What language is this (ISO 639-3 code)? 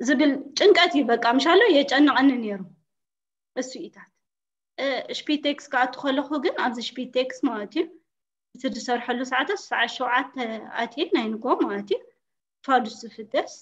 tir